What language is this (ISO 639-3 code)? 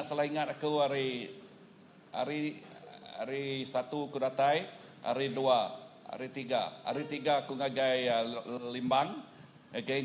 iba